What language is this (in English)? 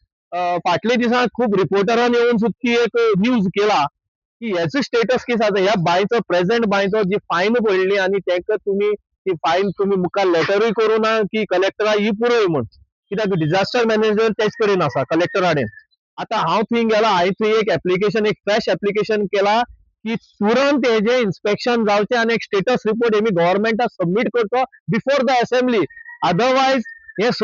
Konkani